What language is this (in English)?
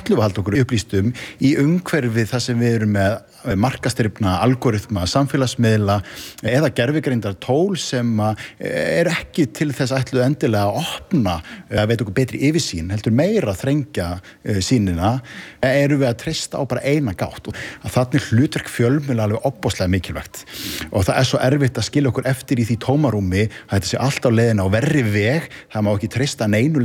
Icelandic